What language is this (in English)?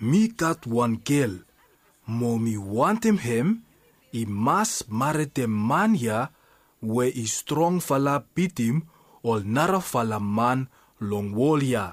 Bislama